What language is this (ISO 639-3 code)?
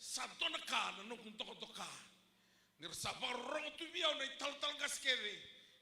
fij